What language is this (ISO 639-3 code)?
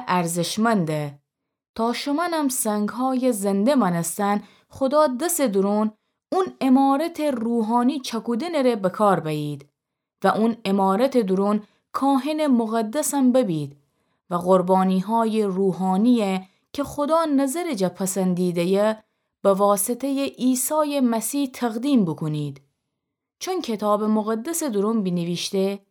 glk